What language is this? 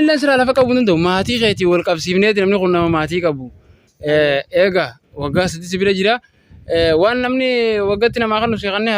Oromo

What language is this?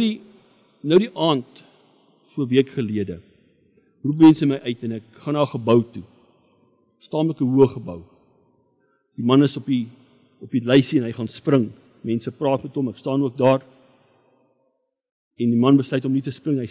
Afrikaans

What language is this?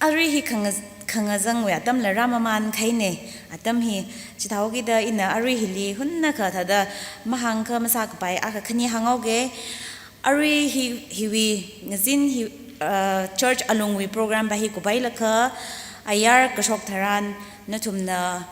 Tangkhul Naga (India)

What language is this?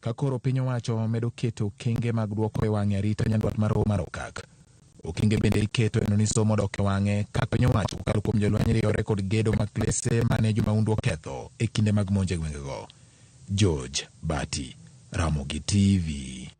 Luo (Kenya and Tanzania)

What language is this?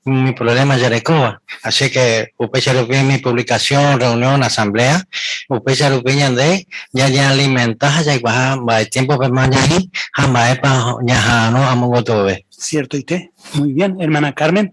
Guarani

